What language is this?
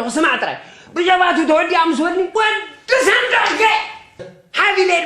Tigrinya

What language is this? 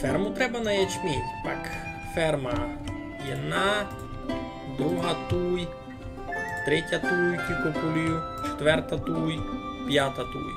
Rusyn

